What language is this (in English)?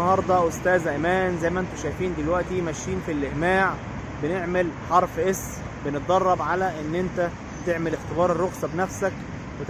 Egyptian Arabic